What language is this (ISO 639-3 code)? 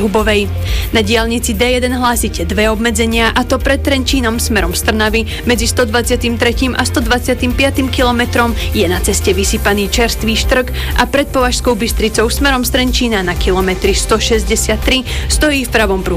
slk